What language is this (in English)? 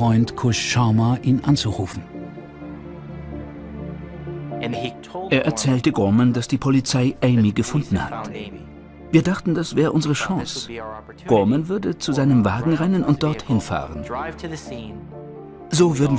German